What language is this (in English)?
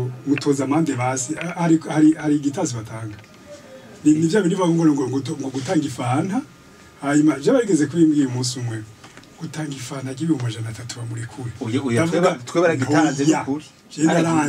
Rundi